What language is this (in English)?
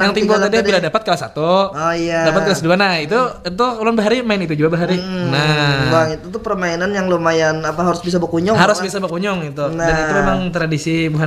Banjar